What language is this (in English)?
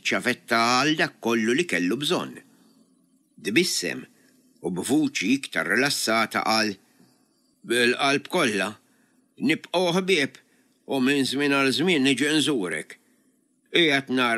Maltese